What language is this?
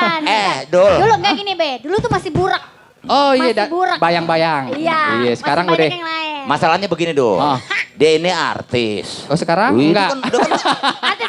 Betawi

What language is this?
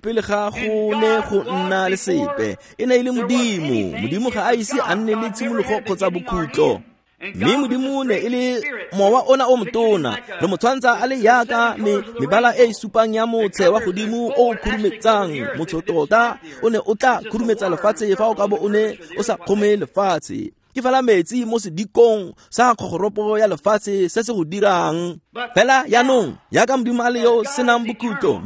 Tswana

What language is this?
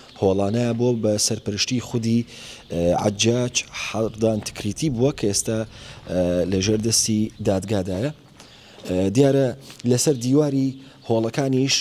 Central Kurdish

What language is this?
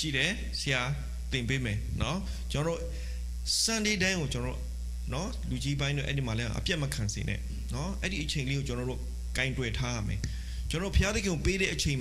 Burmese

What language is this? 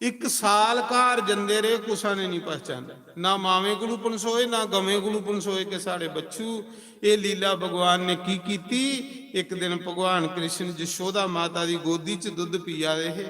Dogri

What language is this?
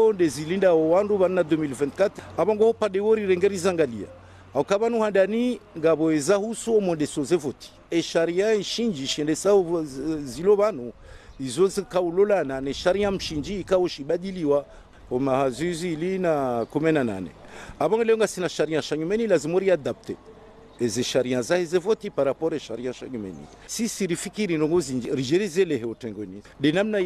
Ngazidja Comorian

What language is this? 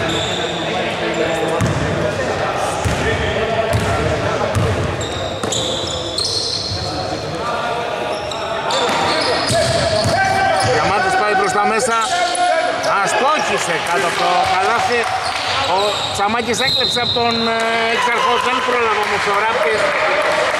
Greek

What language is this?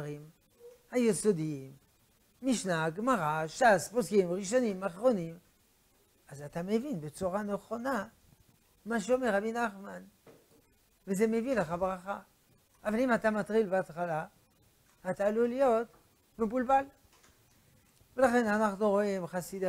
Hebrew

